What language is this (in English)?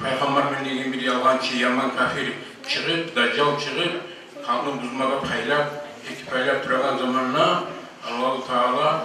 Kumyk